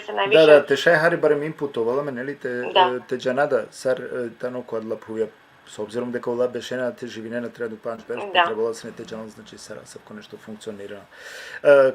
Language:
Balkan Romani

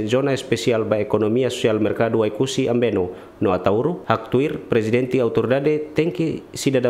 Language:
Tetum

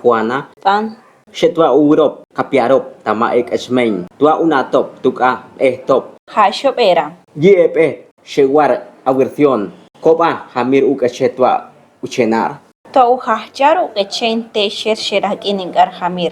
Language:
Chortí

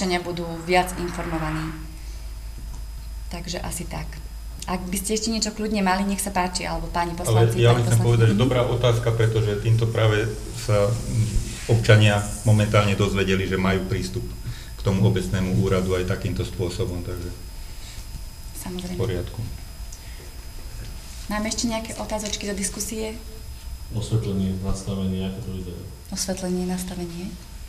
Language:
Slovak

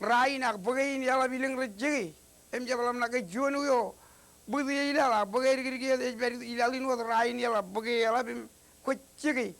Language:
Marshallese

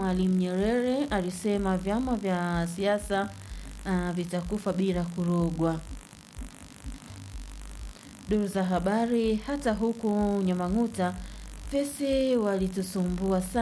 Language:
Swahili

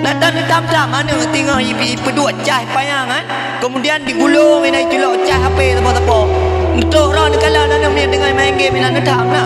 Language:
Achinese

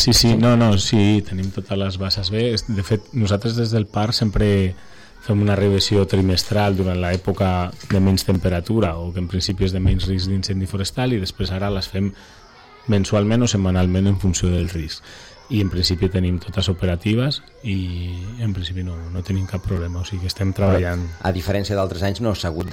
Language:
Catalan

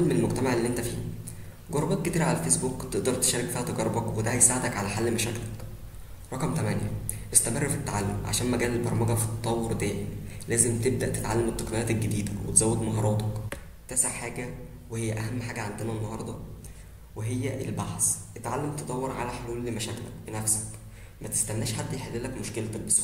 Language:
Egyptian Arabic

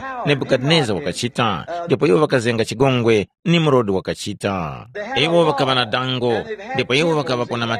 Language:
Tumbuka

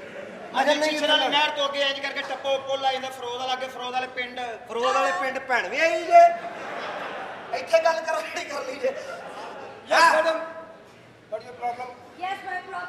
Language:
Punjabi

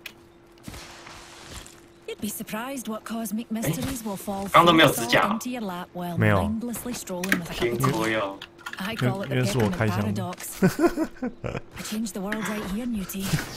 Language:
Chinese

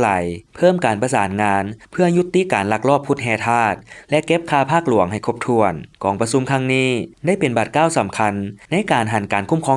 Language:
Lao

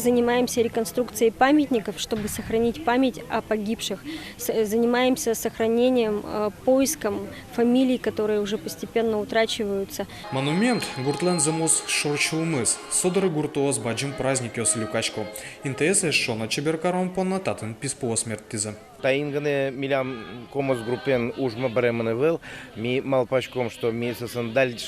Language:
Udmurt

